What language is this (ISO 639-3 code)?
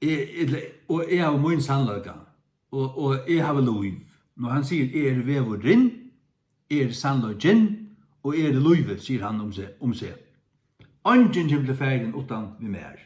fao